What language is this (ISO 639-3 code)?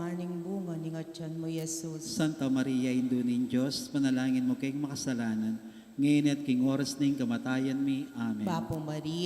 pam